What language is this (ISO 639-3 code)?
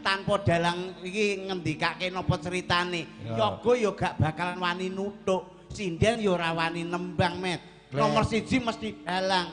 jav